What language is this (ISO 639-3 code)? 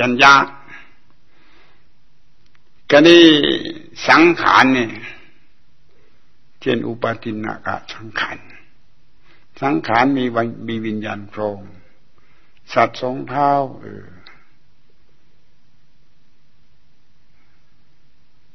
tha